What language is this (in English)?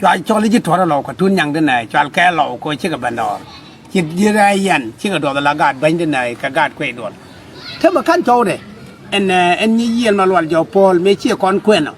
Nuer